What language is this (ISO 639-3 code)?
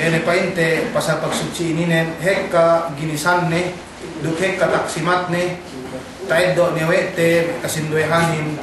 yka